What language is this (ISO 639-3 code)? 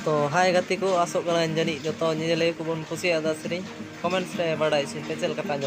sat